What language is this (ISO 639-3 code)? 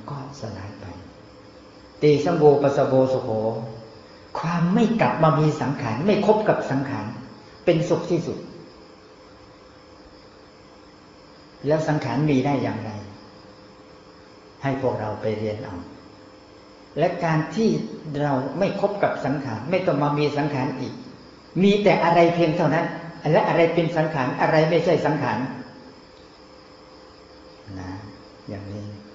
tha